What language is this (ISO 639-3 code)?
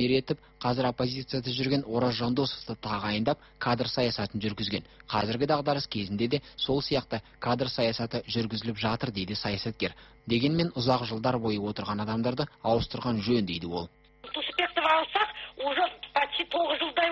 kaz